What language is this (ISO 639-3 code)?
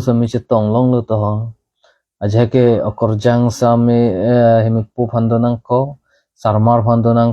mjw